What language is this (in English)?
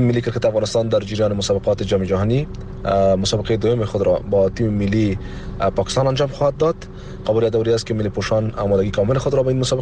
Persian